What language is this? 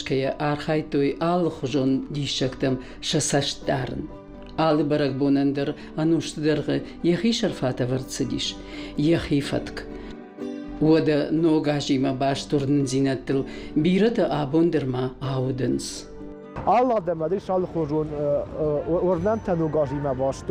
Ossetic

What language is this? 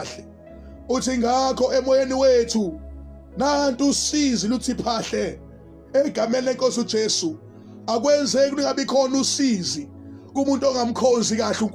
Zulu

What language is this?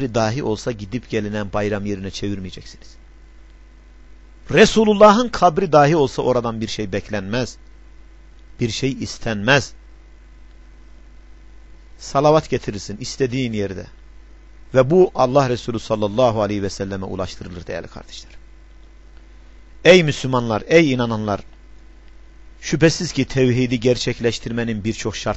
Turkish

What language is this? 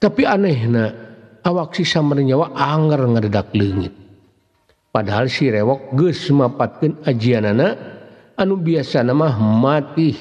Sundanese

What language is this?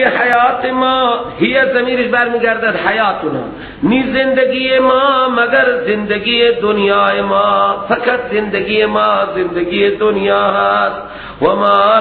Persian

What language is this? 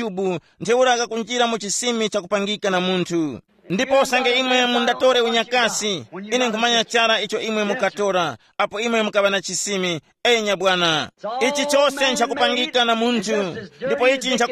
Tumbuka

